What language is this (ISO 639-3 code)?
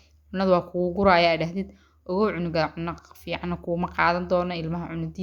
som